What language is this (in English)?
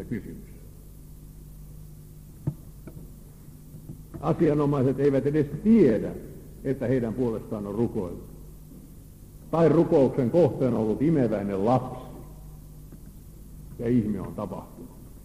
Finnish